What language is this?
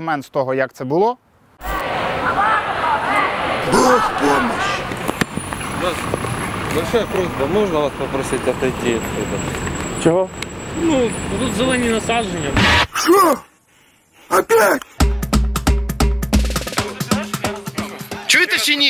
Ukrainian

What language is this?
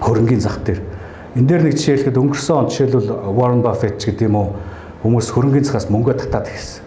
Mongolian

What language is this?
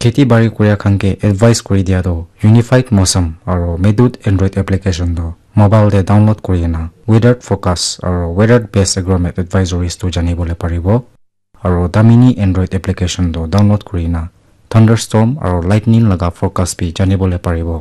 Naga Pidgin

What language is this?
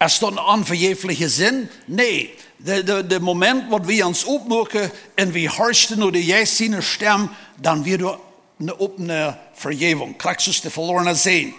Plautdietsch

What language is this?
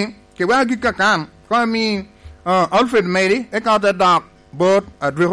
Lango (Uganda)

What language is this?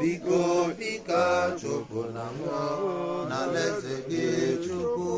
Igbo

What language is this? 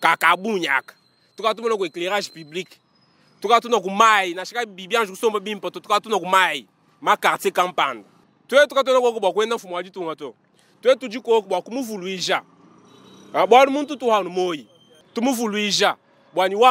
Luba-Lulua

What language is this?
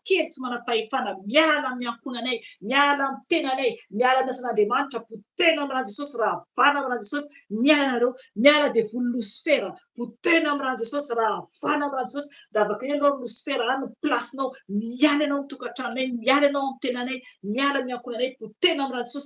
Malagasy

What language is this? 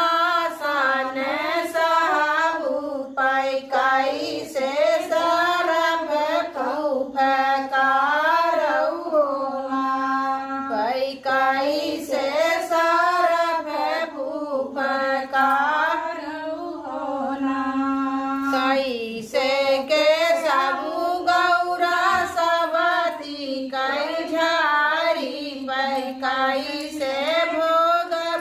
Bhojpuri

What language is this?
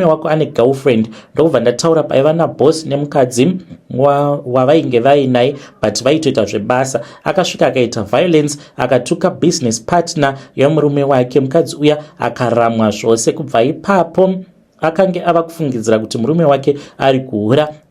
Shona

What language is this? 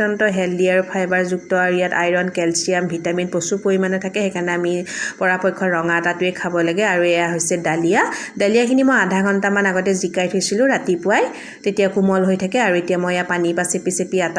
Assamese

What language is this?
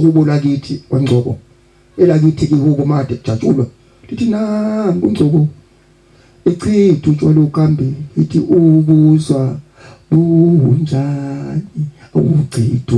Zulu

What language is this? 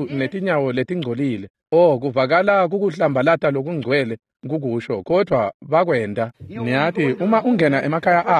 Swati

